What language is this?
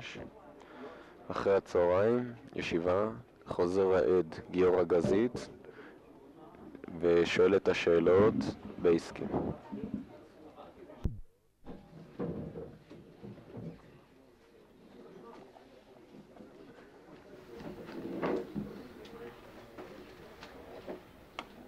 Hebrew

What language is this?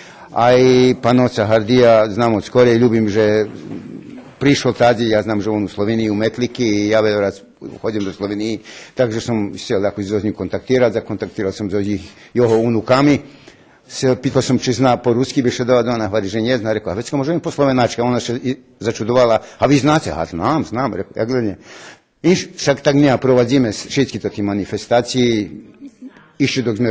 Rusyn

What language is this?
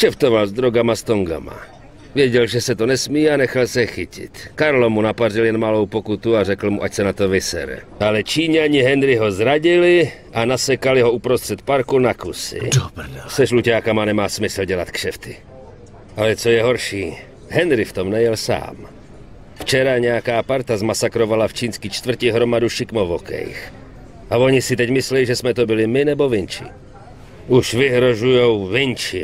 Czech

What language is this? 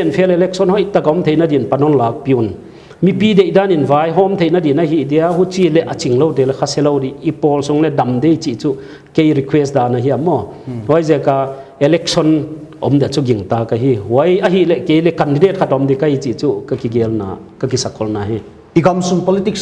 Paite Chin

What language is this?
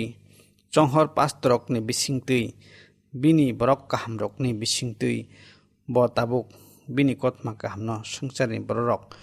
Kok Borok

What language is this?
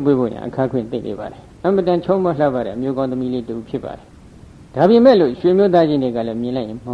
Burmese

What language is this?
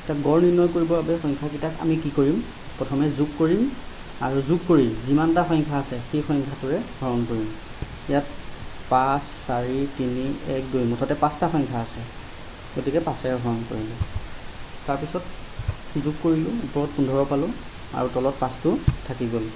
Assamese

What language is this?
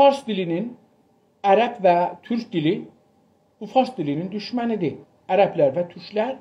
South Azerbaijani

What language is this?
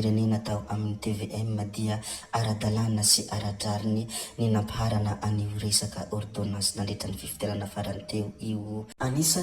Malagasy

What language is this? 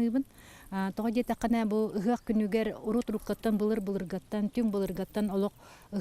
Yakut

